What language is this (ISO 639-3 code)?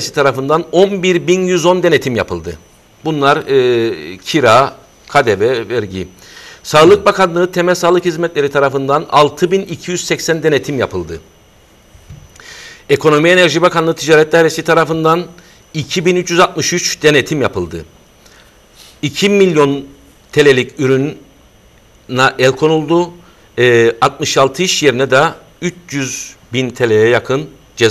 tur